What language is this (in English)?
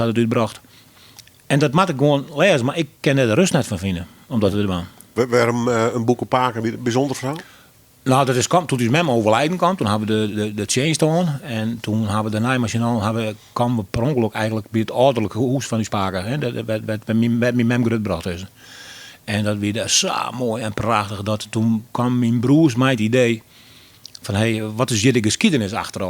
Western Frisian